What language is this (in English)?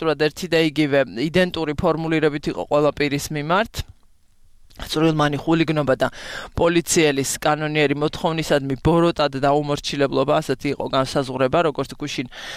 Georgian